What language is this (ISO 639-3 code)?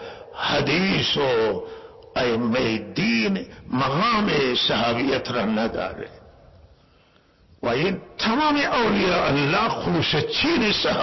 fas